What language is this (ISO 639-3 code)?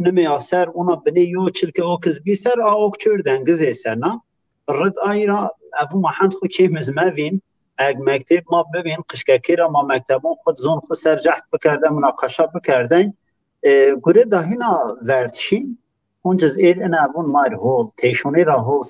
zza